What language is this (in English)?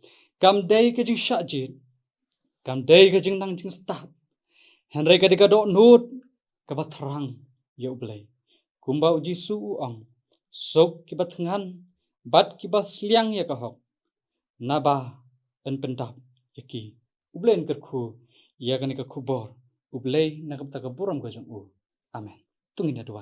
Khasi